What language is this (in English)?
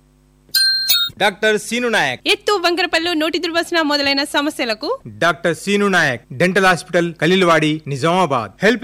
Telugu